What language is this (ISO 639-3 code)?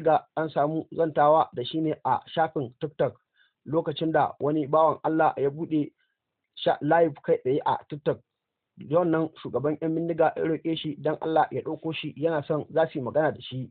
hau